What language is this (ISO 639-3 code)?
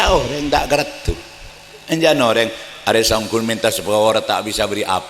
mad